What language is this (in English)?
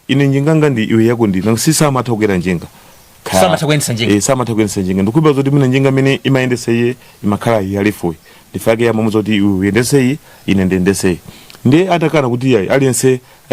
Nyanja